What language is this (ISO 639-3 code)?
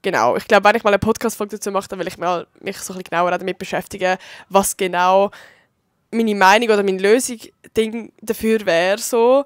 gsw